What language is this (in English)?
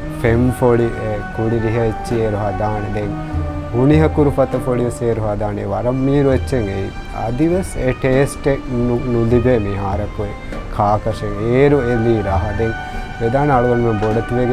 Divehi